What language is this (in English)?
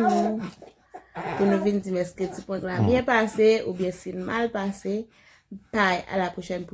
Haitian Creole